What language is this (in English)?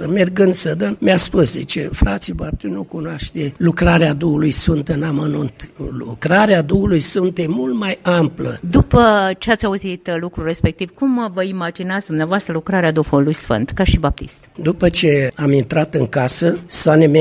Romanian